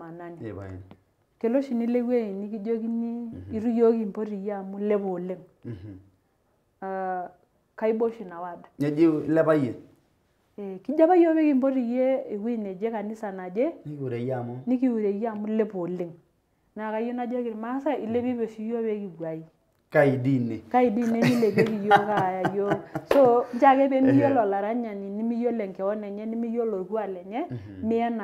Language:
Masai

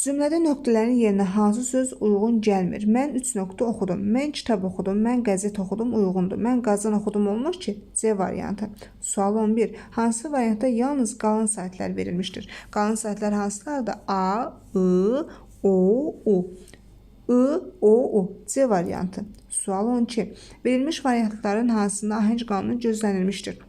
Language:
Azerbaijani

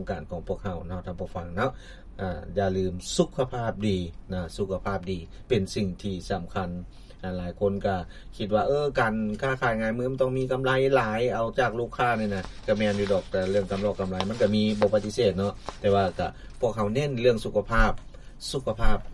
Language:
Lao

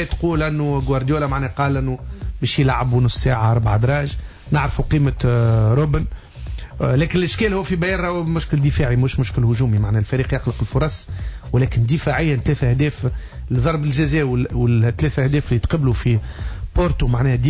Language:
Tunisian Arabic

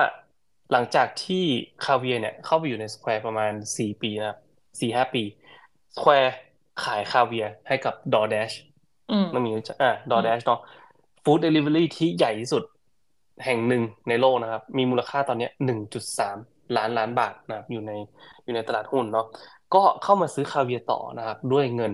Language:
Thai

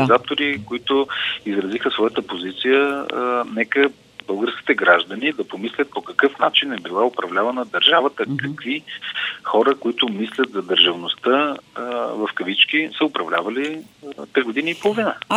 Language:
Bulgarian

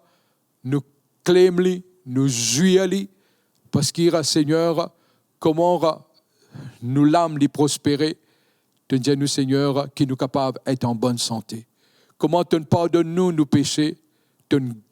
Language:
Morisyen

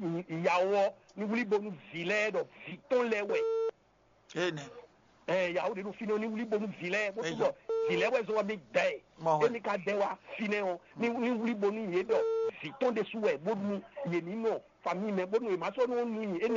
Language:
Fon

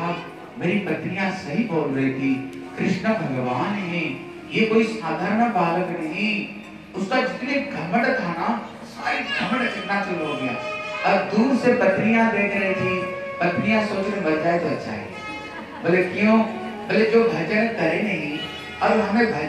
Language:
Hindi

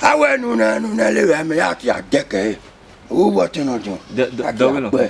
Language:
Bini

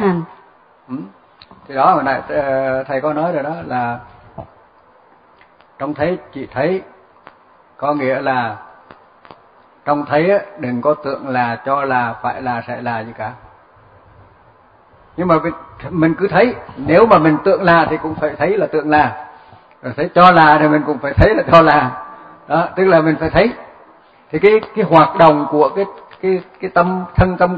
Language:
Vietnamese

